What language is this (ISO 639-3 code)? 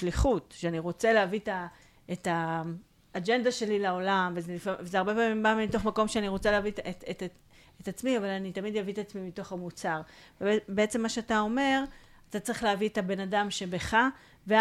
heb